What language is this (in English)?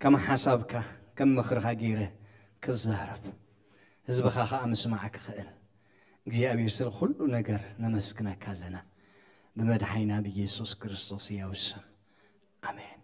Tigrinya